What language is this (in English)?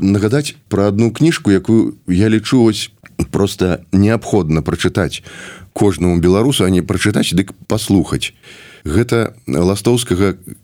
Belarusian